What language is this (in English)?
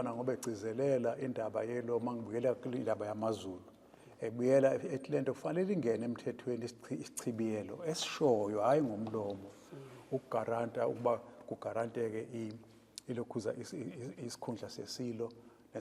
Zulu